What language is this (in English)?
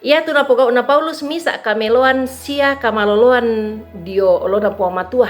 Toraja-Sa'dan